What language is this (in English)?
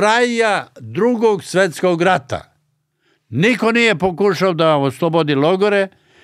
Serbian